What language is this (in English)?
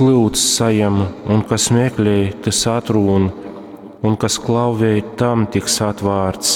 Latgalian